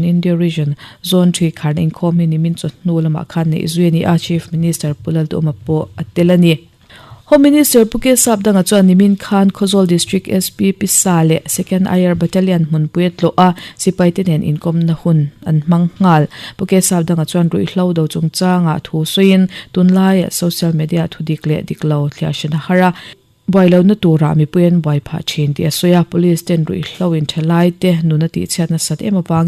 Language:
Mizo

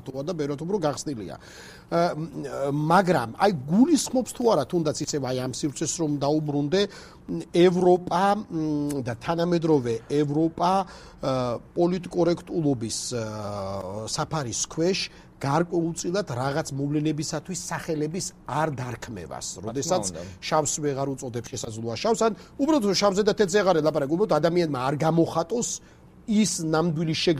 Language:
Georgian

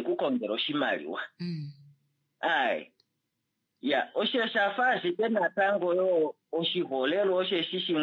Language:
Kuanyama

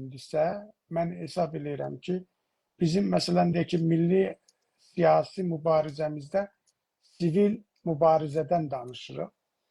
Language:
South Azerbaijani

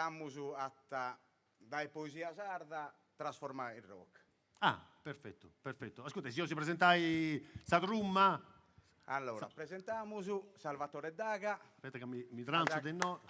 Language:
Sardinian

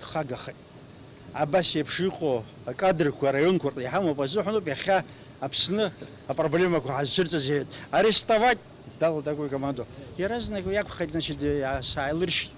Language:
Abkhazian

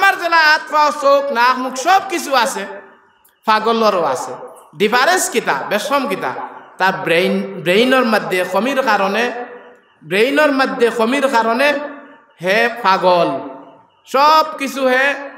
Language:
Sylheti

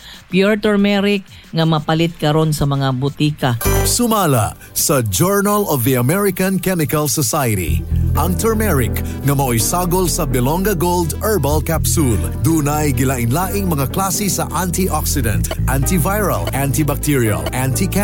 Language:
Cebuano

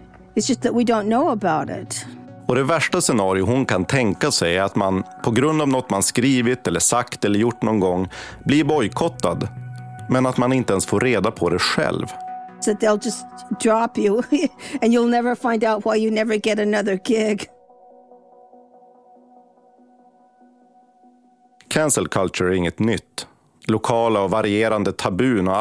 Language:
Swedish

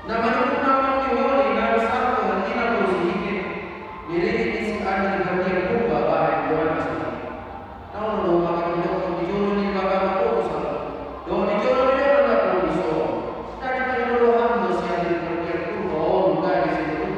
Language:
Batak Toba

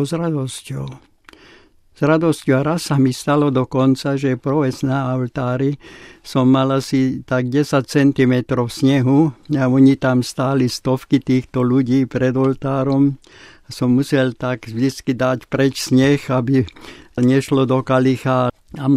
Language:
Slovak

